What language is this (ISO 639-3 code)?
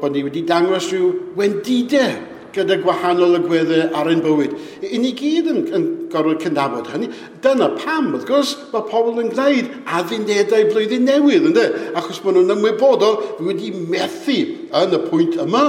cym